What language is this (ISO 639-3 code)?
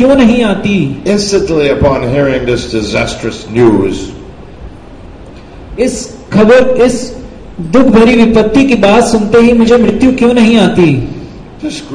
hin